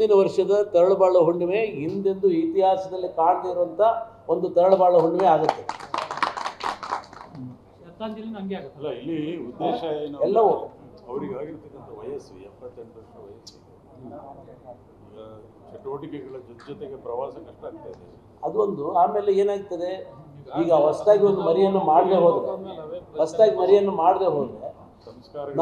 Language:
Kannada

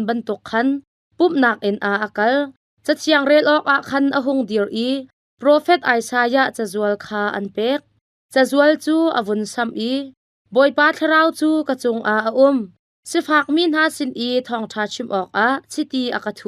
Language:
Hakha Chin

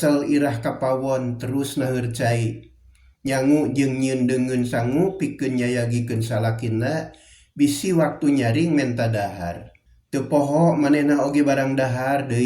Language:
Sundanese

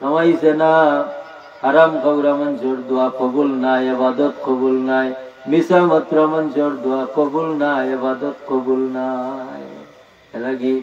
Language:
Sylheti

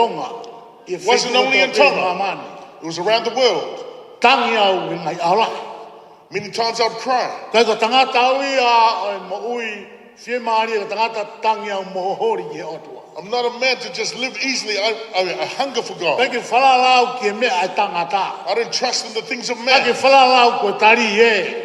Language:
Tongan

